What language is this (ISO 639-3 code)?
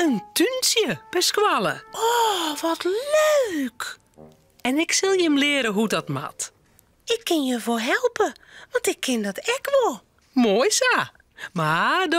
fry